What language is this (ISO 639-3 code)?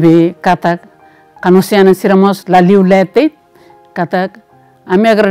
tet